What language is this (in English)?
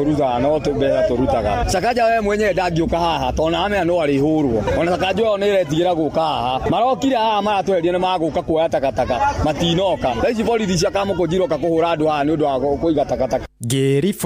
Kikuyu